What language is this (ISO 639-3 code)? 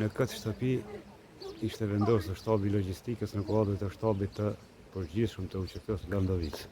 sqi